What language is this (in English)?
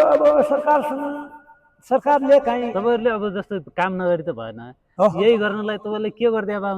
Nepali